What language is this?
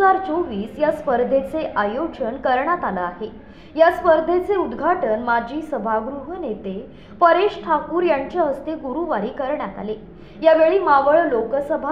Marathi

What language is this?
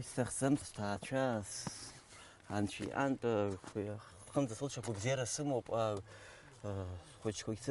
Abkhazian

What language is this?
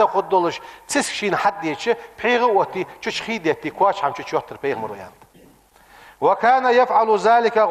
Ingush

